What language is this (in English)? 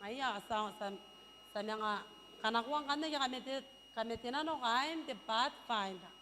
Gilbertese